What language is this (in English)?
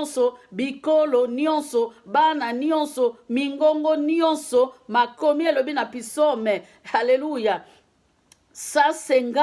Lingala